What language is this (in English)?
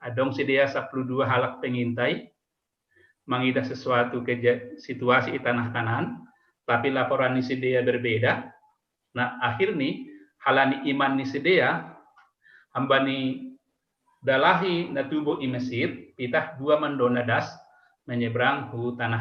Batak Simalungun